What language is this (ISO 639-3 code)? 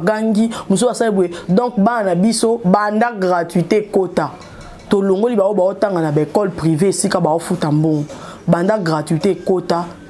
lin